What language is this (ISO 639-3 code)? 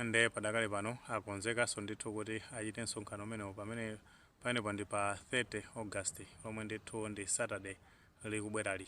nya